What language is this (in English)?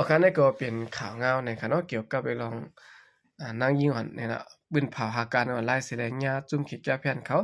Shan